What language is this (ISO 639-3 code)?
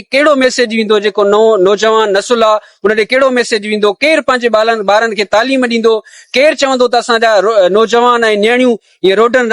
snd